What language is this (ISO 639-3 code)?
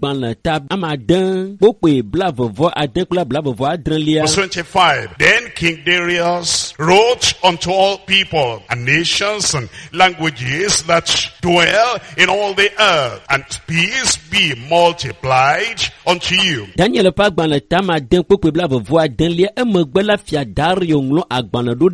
ewe